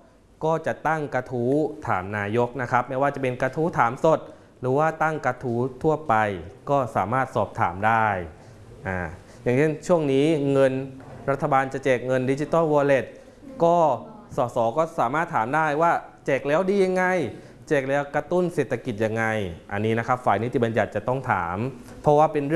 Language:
Thai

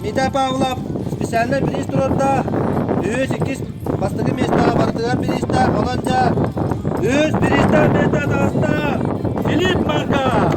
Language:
Yakut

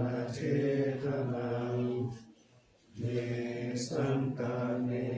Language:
Pali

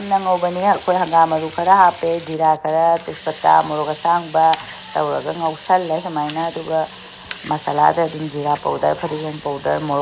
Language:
Manipuri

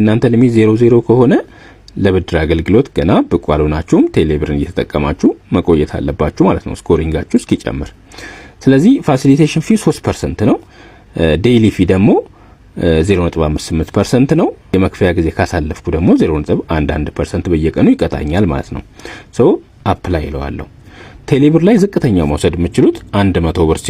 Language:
Amharic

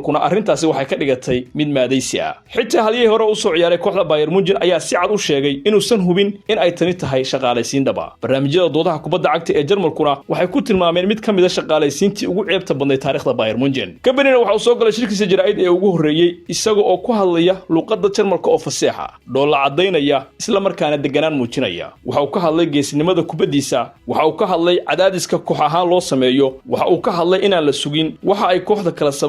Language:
Somali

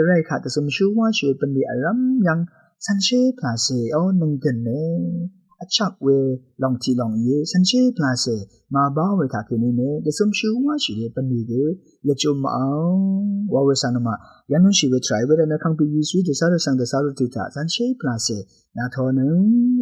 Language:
Rawang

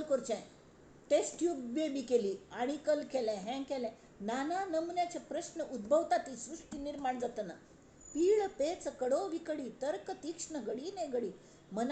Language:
Konkani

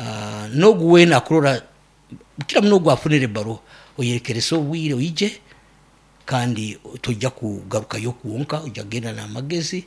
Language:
Nyankole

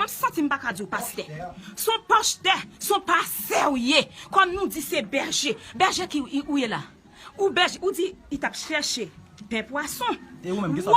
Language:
Haitian Creole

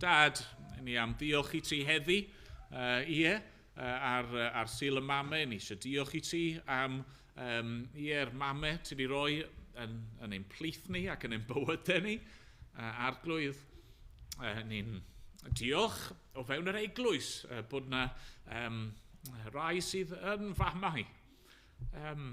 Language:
Welsh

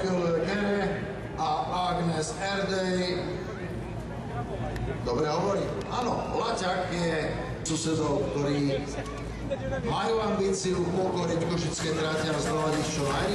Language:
Slovak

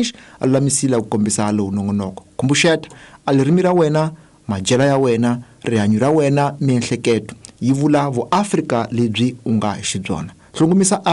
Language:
Tsonga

